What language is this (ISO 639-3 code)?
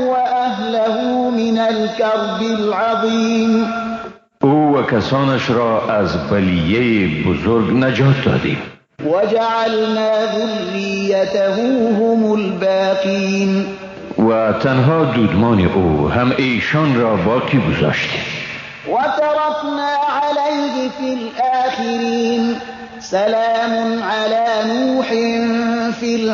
fas